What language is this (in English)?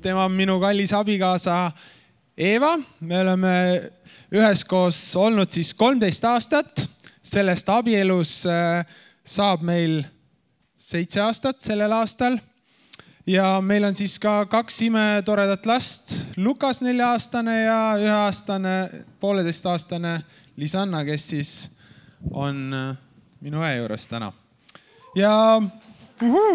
Estonian